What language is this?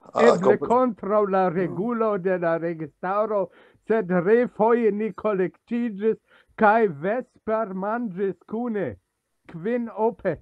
Esperanto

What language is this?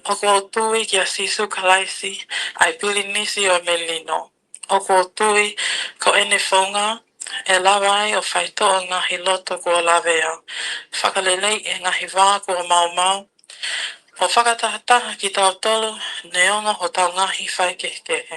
Tongan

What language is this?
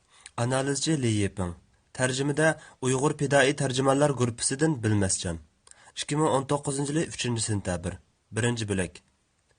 Uyghur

